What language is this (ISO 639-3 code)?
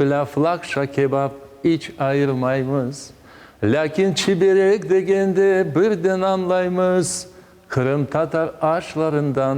crh